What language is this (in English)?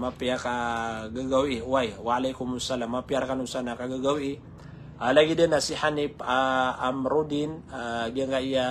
Maranao